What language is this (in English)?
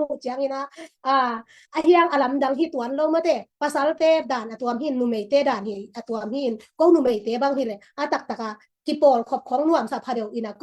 Tedim Chin